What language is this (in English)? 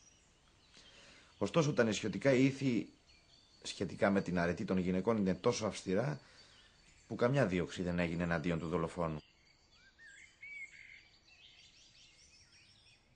Greek